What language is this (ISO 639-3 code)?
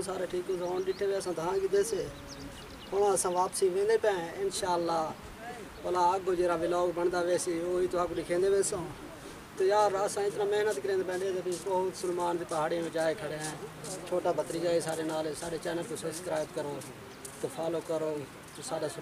skr